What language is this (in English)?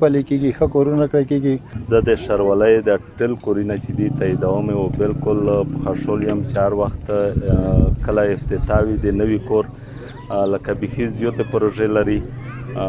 Pashto